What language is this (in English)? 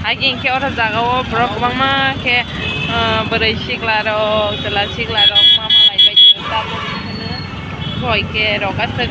Kok Borok